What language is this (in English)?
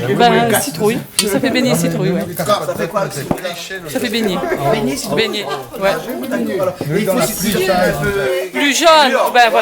Réunion Creole French